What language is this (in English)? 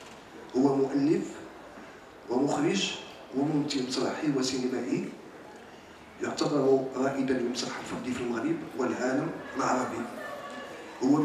Arabic